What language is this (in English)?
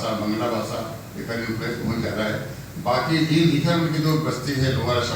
Chhattisgarhi